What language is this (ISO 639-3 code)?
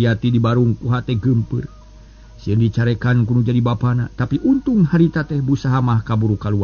sun